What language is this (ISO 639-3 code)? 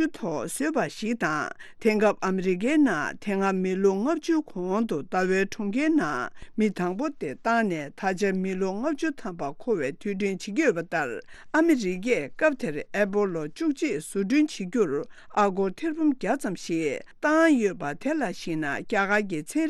bod